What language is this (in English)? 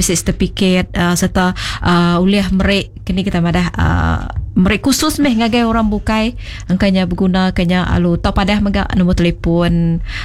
Iban